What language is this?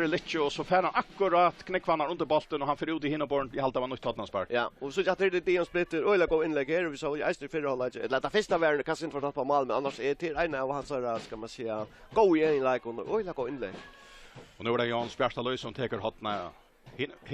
Faroese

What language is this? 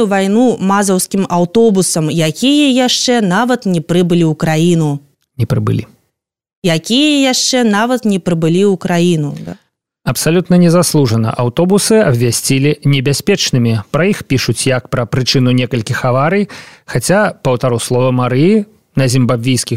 Belarusian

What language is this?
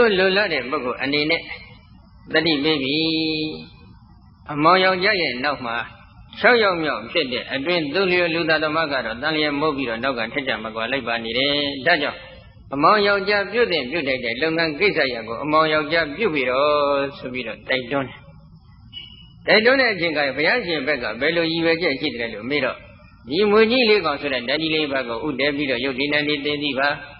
Burmese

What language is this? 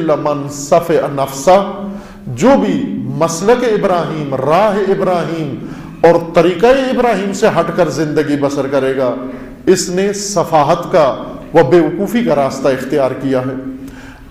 Urdu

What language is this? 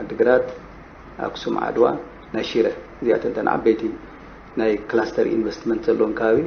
Tigrinya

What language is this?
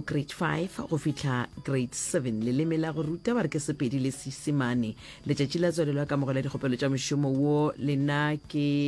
Northern Sotho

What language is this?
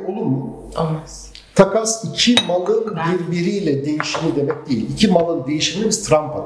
Turkish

